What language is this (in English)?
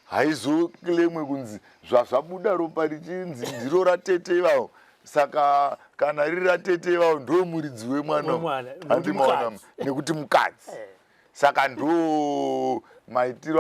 Shona